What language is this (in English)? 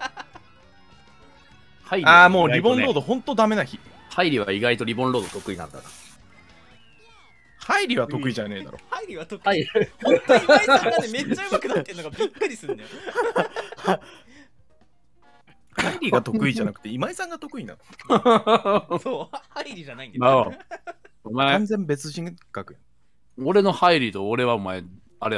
Japanese